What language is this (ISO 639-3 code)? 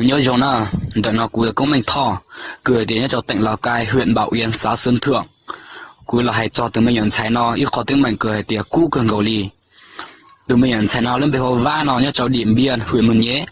hmn